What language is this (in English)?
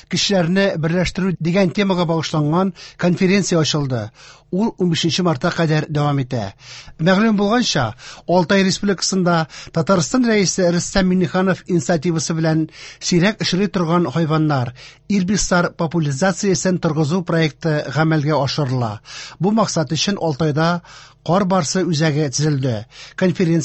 Tatar